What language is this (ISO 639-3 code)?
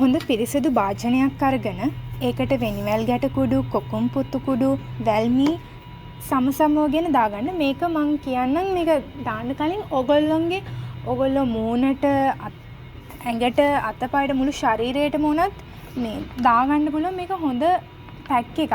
sin